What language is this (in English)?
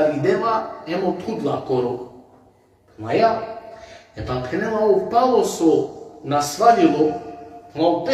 Balkan Romani